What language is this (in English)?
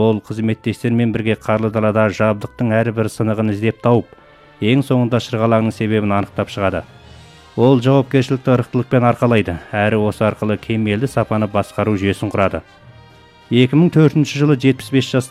Kazakh